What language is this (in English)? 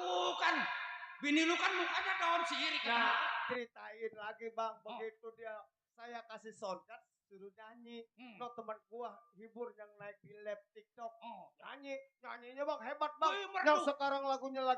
Betawi